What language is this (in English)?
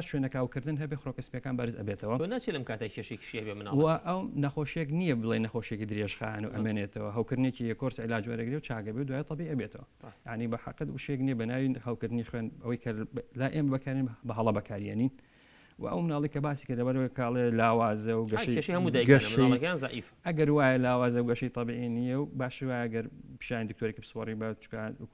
Central Kurdish